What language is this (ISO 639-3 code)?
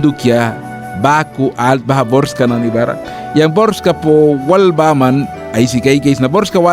miq